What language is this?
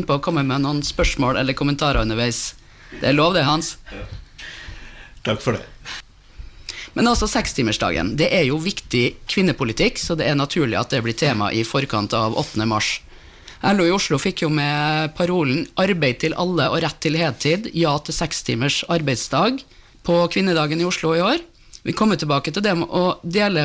Norwegian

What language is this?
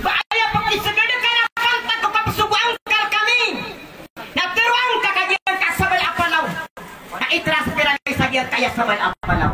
Maranao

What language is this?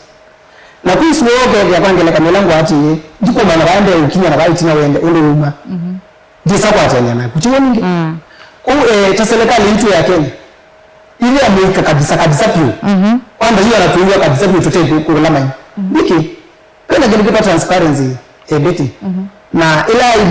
Kamba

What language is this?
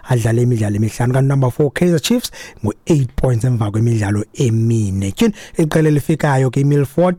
Xhosa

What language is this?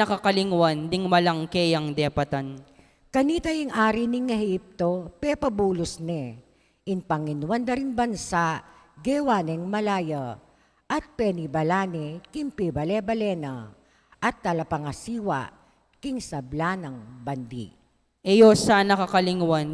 Pampanga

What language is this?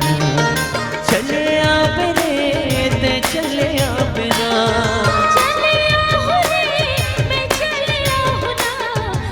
Chhattisgarhi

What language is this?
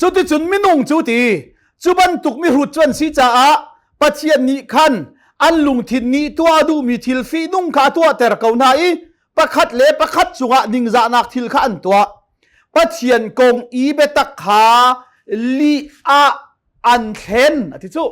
Hakha Chin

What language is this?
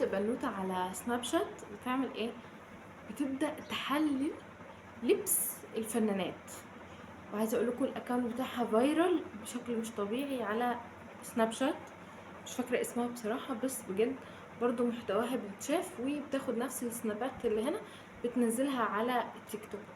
Egyptian Arabic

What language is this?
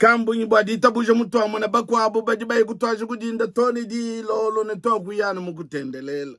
Luba-Lulua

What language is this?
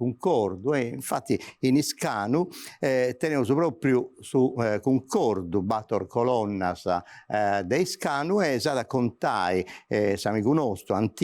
Sardinian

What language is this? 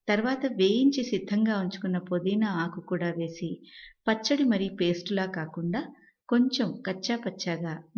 Telugu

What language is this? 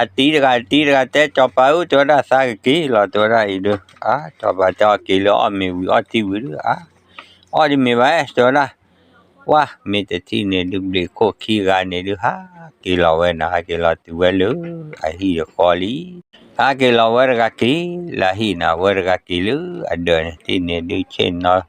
S'gaw Karen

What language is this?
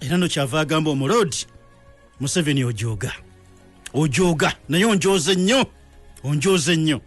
Ganda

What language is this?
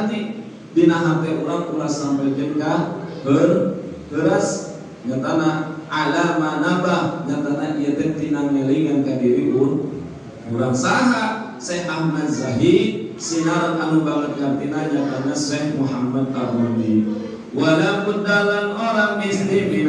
Sundanese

